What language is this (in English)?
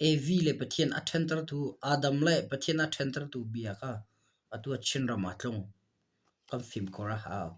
Hakha Chin